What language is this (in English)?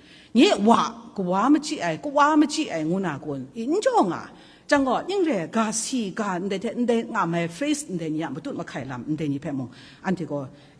Kachin